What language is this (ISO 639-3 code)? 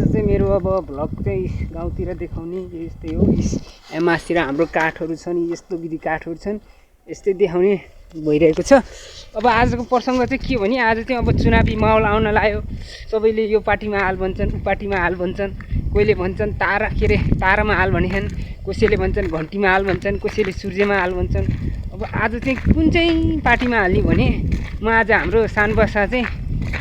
nep